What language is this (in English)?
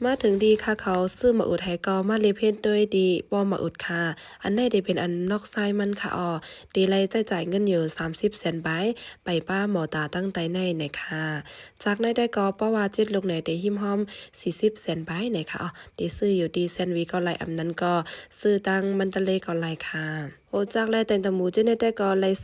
Shan